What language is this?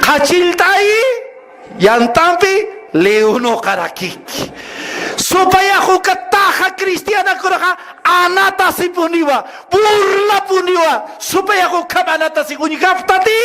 Aymara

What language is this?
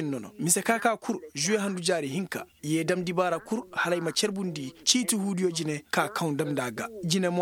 Koyraboro Senni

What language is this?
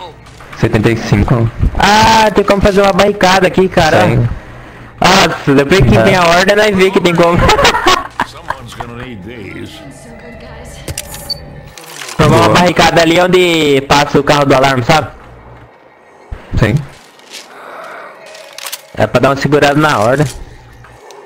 Portuguese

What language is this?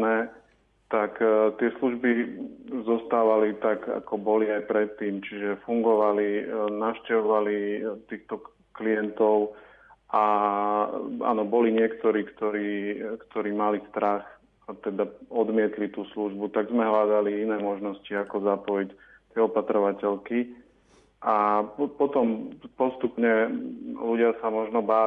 Slovak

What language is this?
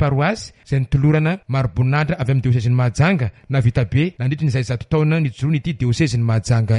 Malagasy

